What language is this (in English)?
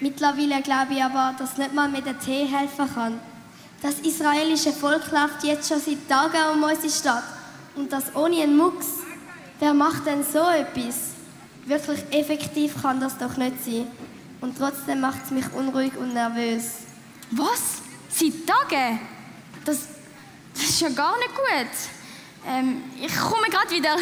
Swiss German